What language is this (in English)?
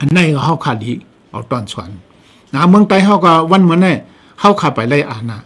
Shan